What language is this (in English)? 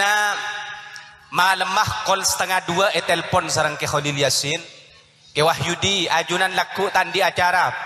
Madurese